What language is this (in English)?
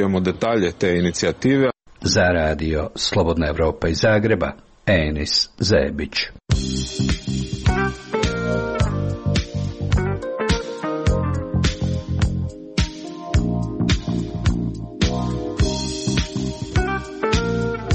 Croatian